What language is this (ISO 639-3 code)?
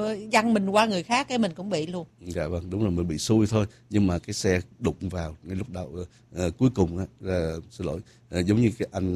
vie